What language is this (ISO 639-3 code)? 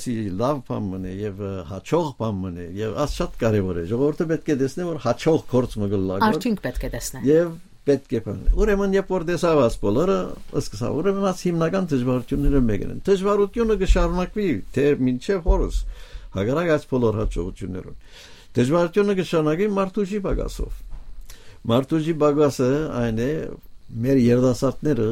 hye